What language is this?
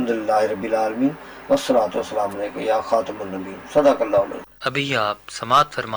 Urdu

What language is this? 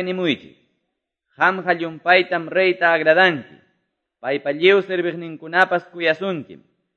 Quechua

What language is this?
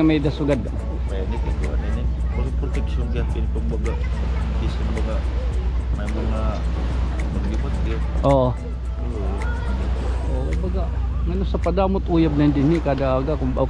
Waray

